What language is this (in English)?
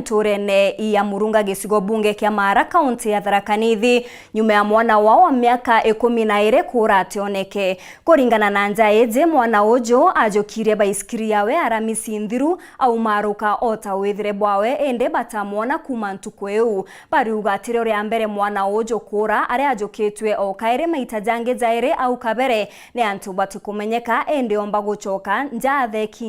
Meru